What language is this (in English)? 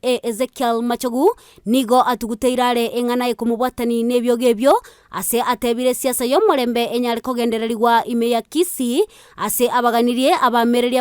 Gusii